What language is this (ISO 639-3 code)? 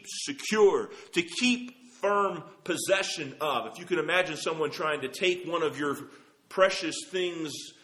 eng